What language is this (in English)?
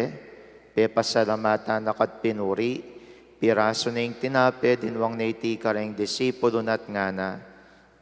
Pampanga